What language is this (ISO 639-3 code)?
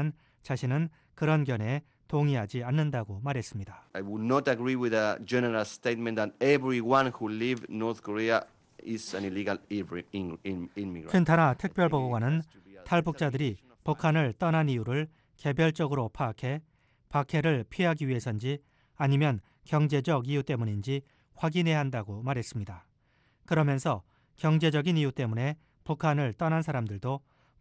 kor